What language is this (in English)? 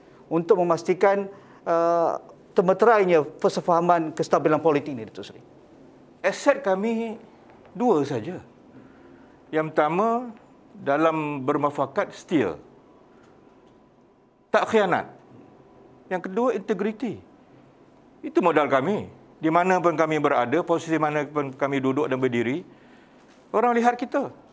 Malay